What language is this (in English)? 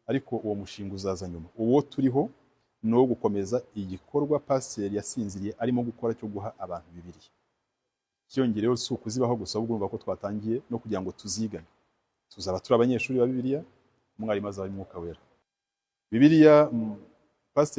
Kinyarwanda